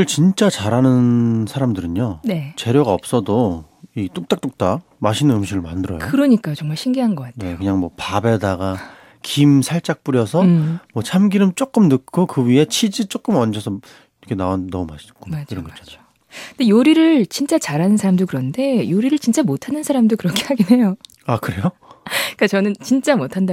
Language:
Korean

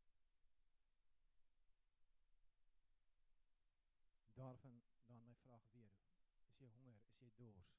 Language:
Afrikaans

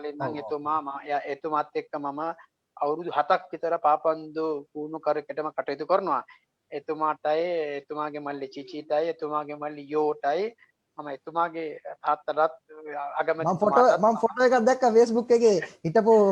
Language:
Sinhala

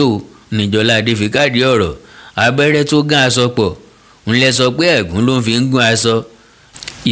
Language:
Yoruba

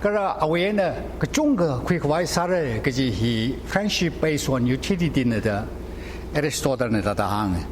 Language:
Tangkhul Naga (India)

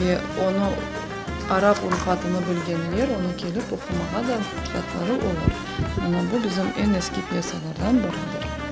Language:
Crimean Tatar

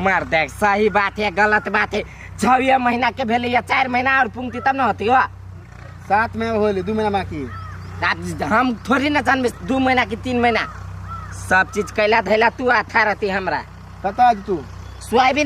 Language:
Maithili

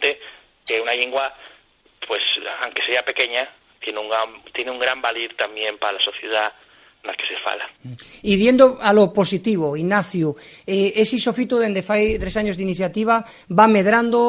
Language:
Asturian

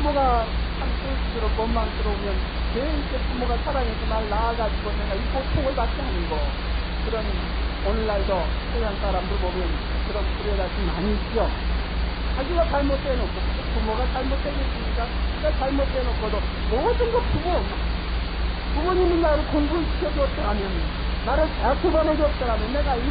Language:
Korean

